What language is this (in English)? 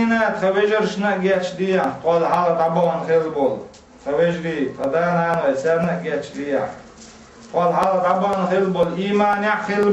Chechen